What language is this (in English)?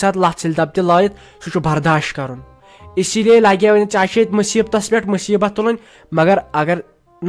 Kashmiri